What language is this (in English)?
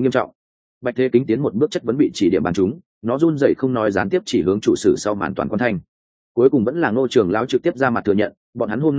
Vietnamese